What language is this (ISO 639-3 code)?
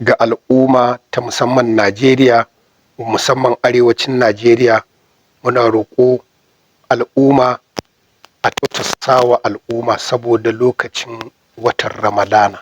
hau